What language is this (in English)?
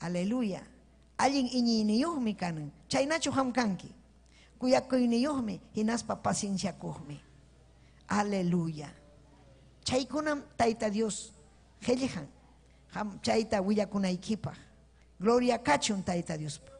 Ayacucho Quechua